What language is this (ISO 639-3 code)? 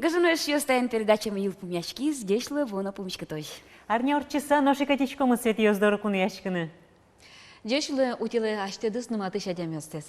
udm